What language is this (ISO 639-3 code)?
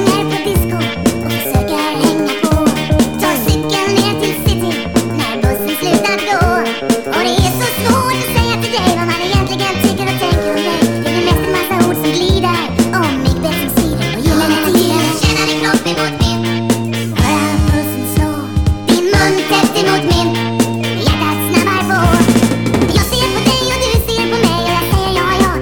swe